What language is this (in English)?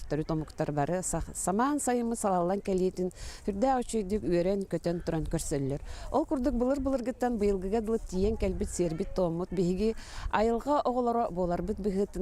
Yakut